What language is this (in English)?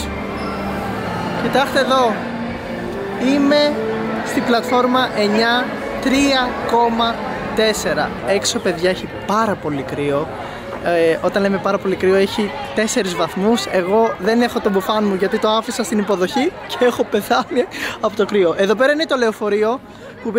Greek